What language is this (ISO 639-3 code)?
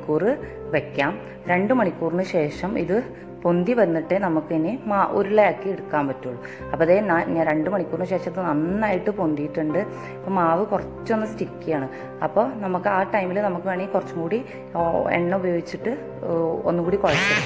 mal